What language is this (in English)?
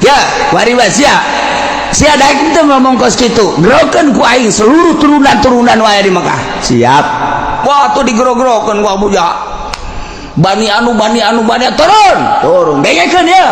Sundanese